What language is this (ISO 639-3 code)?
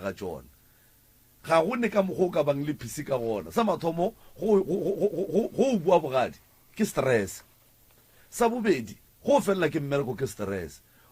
nso